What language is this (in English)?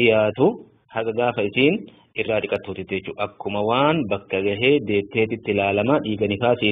Oromo